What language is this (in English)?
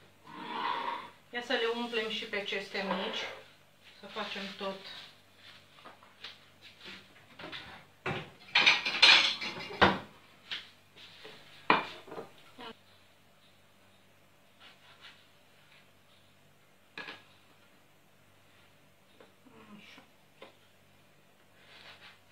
Romanian